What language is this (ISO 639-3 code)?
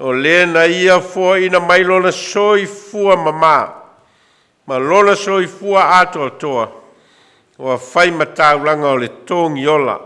smo